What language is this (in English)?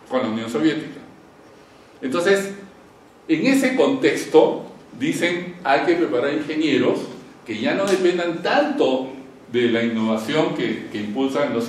Spanish